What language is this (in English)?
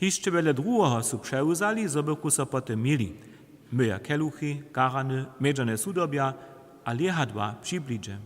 Upper Sorbian